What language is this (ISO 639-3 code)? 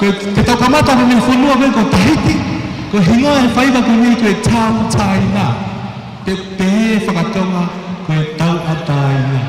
ton